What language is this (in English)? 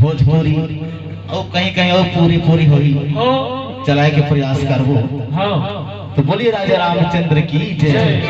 Chhattisgarhi